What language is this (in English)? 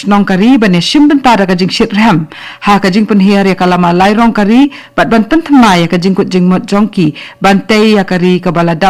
Khasi